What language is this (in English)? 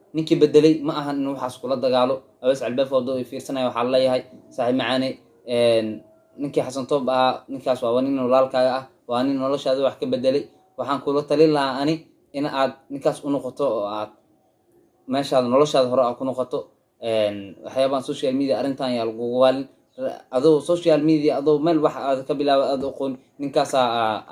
Somali